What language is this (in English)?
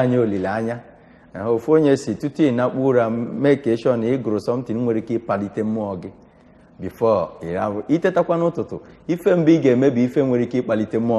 Igbo